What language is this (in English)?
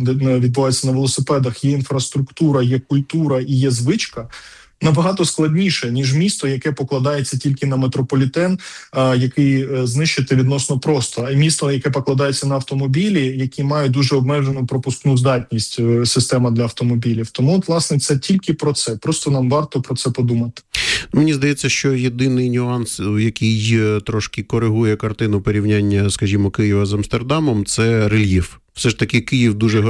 Ukrainian